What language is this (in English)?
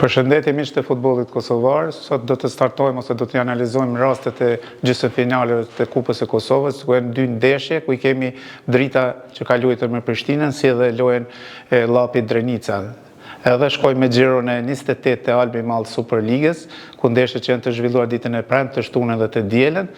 Albanian